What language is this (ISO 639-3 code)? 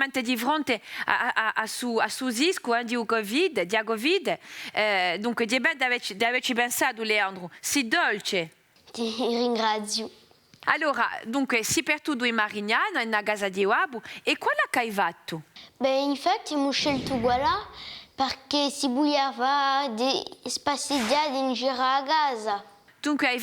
cos